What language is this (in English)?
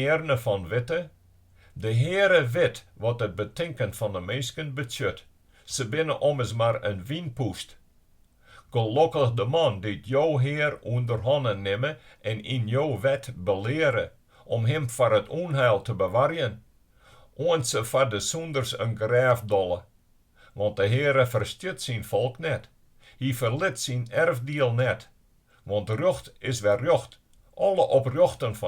Western Frisian